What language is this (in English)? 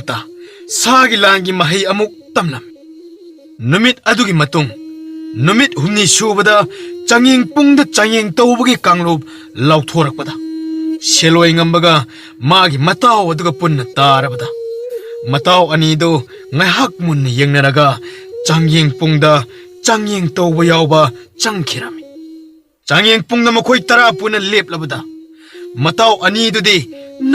Manipuri